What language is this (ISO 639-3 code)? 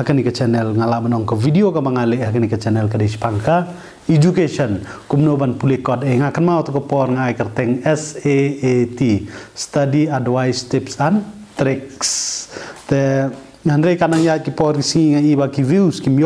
kha